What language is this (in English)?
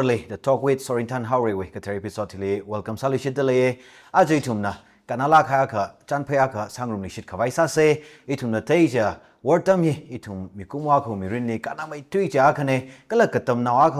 Tangkhul Naga (India)